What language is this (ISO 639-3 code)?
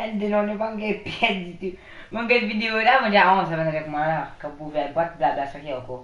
mfe